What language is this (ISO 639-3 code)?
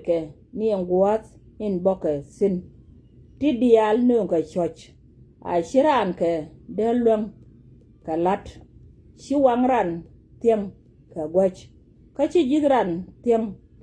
nus